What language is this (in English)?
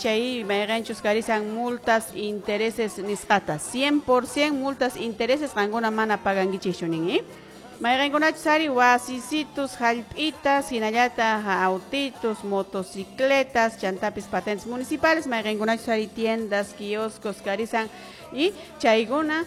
Quechua